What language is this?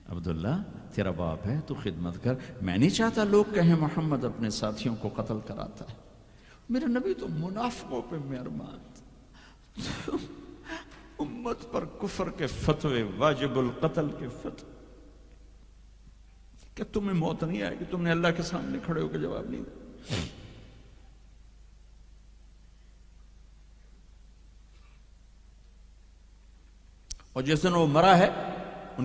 Urdu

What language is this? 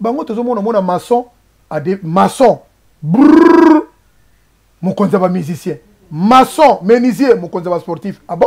Lingala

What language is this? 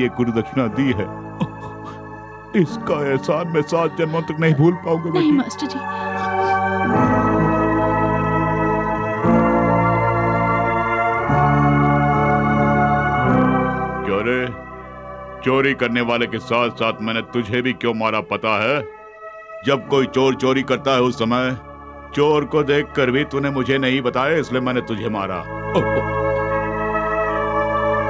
Hindi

